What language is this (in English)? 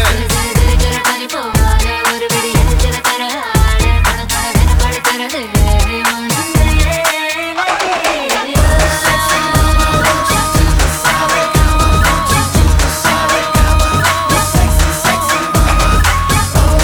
Tamil